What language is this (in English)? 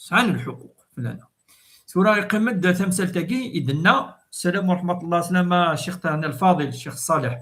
Kabyle